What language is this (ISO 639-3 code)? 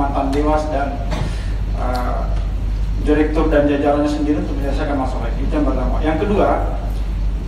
ind